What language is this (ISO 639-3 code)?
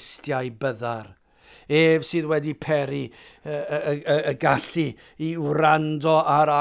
cym